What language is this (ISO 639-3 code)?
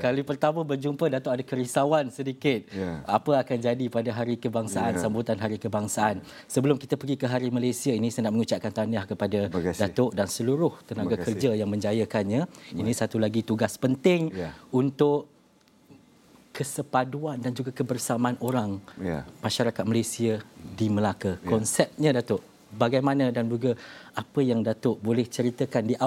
msa